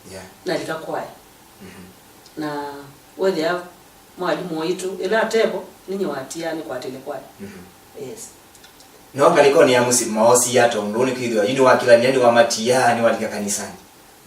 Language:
Kamba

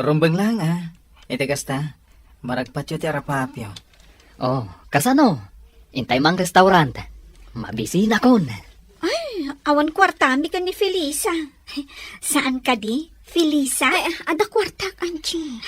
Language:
Iloko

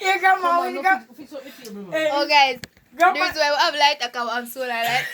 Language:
Jamaican Creole English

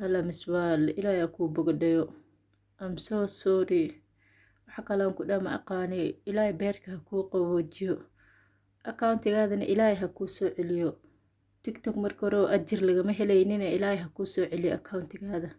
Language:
Somali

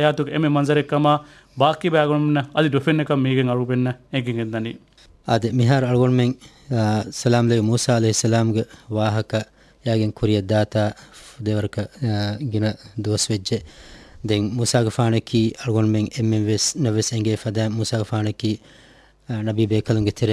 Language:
Divehi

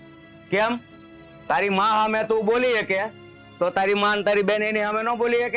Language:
Gujarati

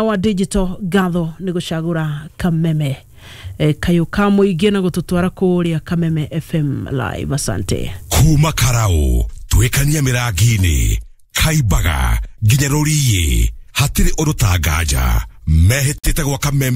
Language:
Kikuyu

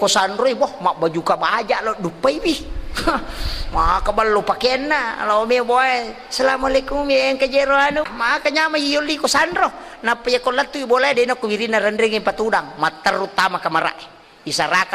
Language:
Buginese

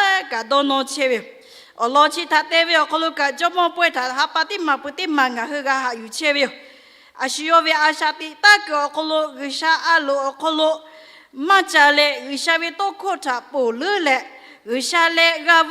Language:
Lahu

